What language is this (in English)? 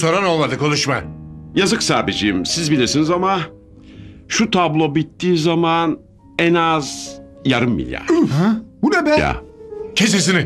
Turkish